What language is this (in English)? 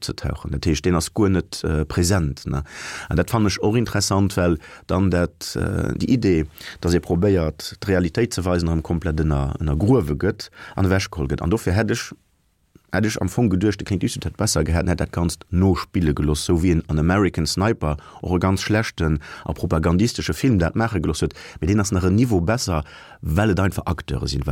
Luxembourgish